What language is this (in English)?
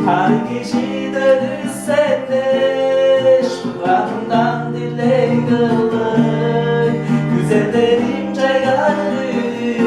Tuvinian